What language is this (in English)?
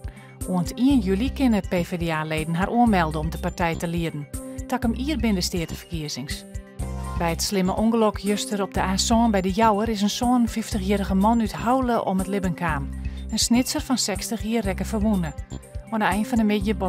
Western Frisian